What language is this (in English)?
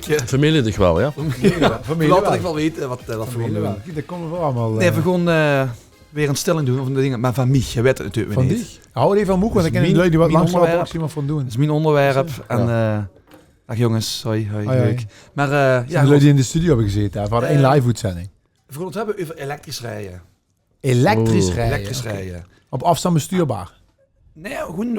Limburgish